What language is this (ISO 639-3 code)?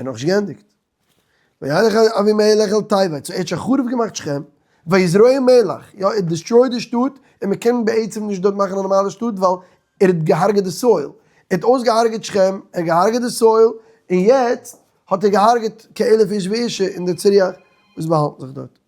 yid